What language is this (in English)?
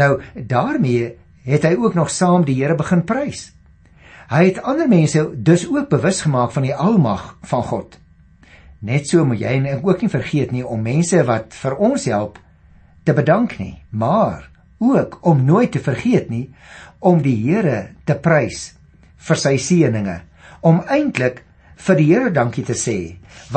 Afrikaans